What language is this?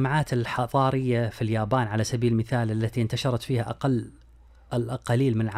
Arabic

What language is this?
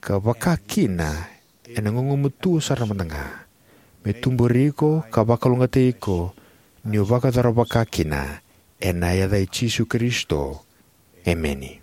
Fijian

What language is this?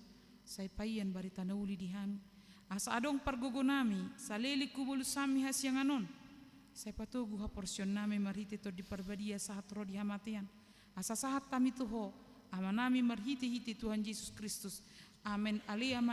Batak Toba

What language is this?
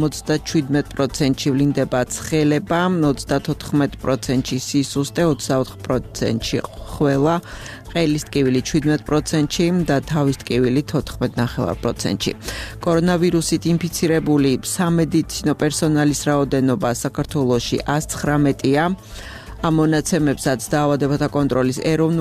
Georgian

